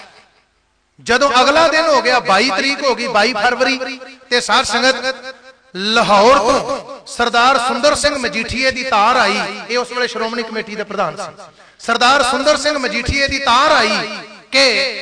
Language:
Punjabi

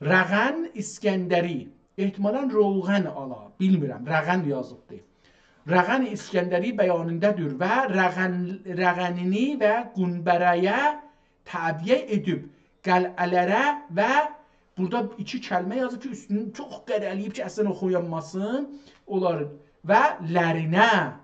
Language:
South Azerbaijani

